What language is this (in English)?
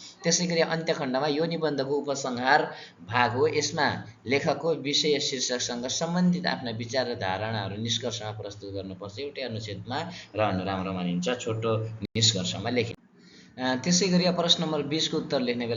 Nepali